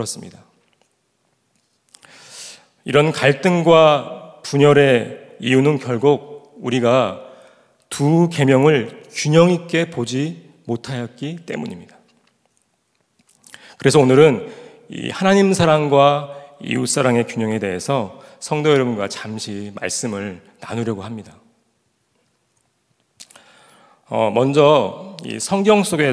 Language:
Korean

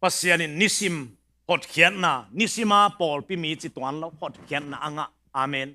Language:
Tedim Chin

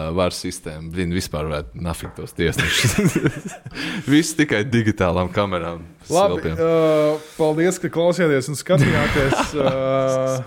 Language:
Latvian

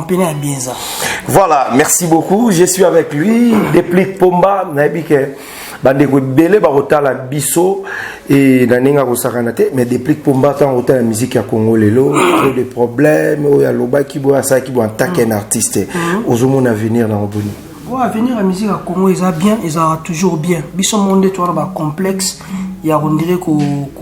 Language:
Lingala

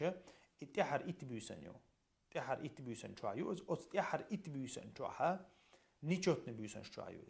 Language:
Chechen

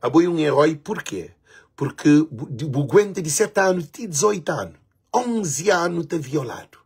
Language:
Kabuverdianu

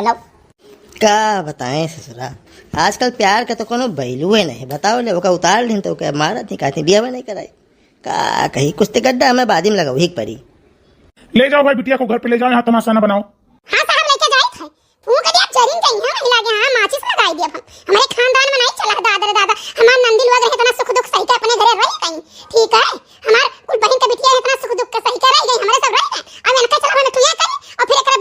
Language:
Awadhi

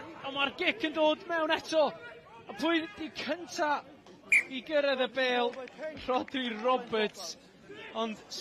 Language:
Welsh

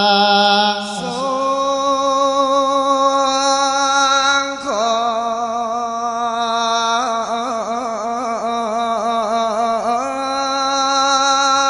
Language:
Pali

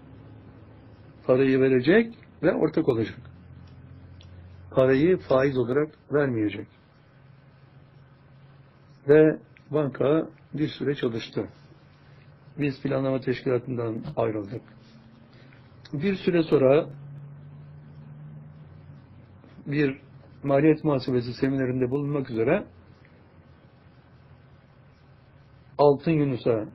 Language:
Turkish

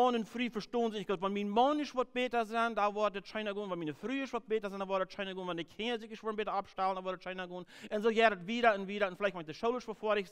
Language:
Plautdietsch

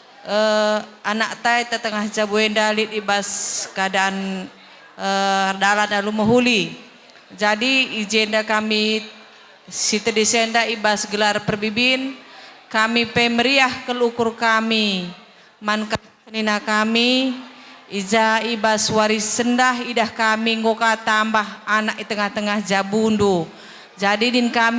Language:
Batak Karo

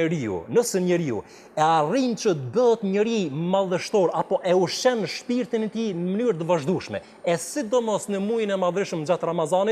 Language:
Albanian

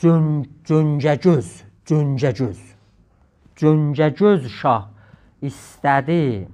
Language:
South Azerbaijani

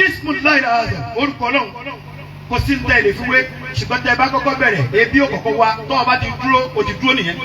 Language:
Yoruba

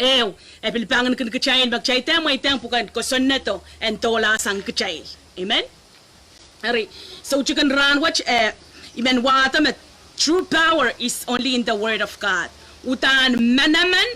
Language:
Pohnpeian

